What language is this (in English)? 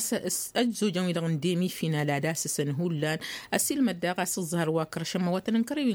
Tamasheq